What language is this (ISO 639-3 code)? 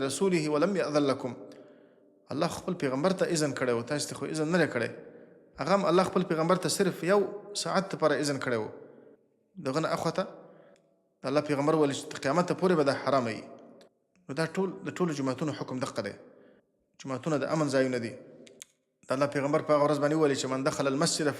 pus